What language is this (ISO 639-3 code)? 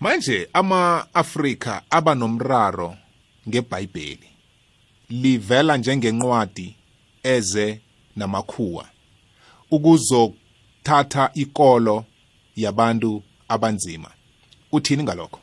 nbl